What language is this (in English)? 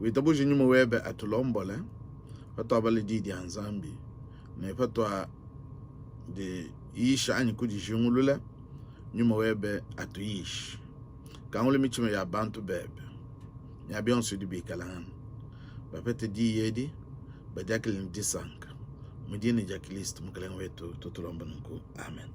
Luba-Lulua